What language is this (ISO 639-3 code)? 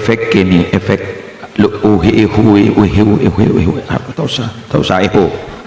mad